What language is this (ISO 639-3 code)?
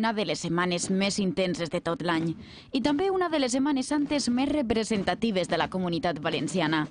cat